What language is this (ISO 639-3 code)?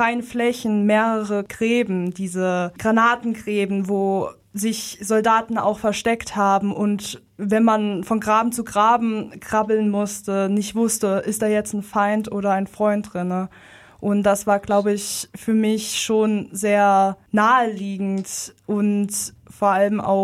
deu